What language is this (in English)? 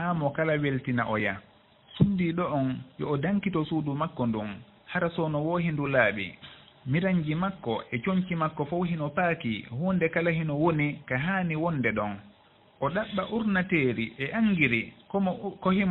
Fula